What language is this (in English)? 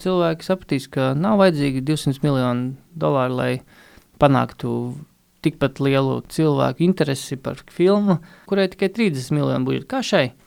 Latvian